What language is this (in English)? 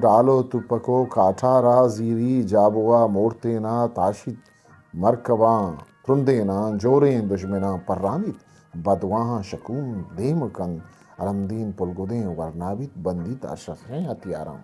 Eastern Balochi